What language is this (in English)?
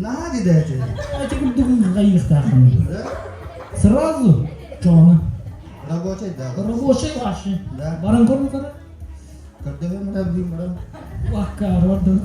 Yakut